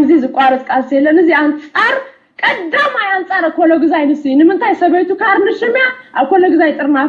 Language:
Tigrinya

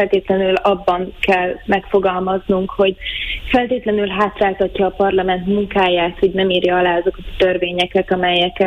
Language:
Hungarian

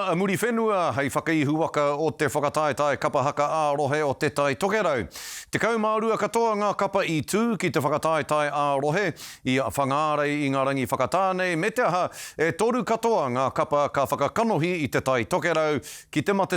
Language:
Māori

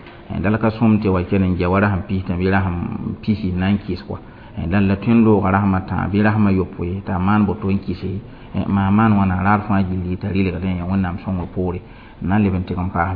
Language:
Mossi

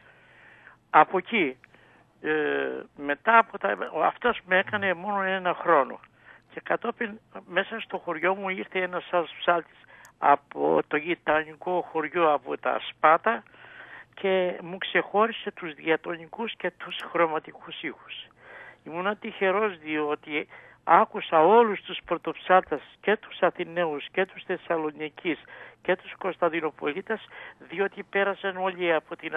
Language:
Greek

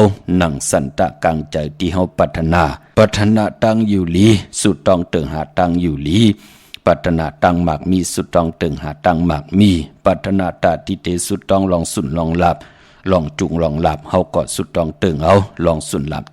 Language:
Shan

